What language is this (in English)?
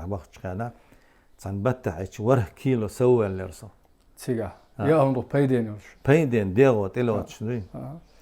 Chechen